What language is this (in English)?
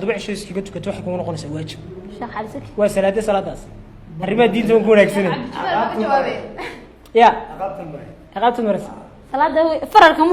Somali